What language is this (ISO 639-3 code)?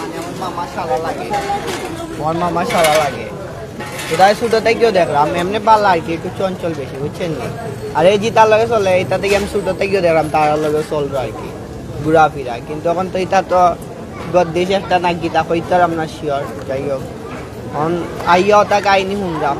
syl